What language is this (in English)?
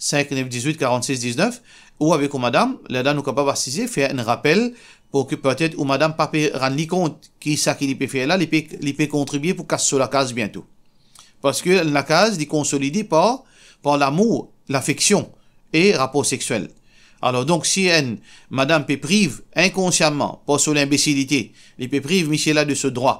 Morisyen